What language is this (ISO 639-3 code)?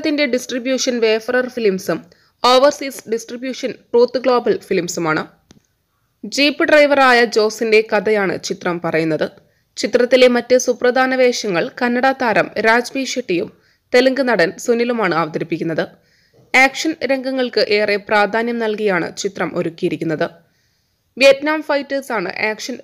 mal